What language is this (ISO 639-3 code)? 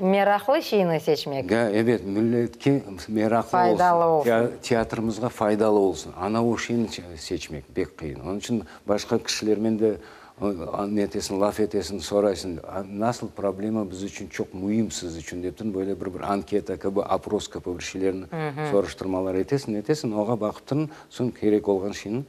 crh